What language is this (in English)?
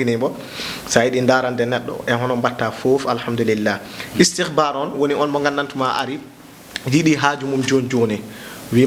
Fula